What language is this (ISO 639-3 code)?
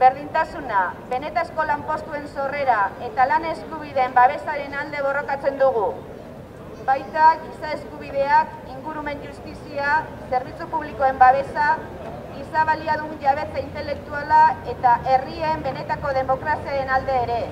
eus